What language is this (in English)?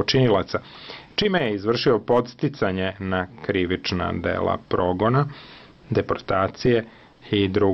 Serbian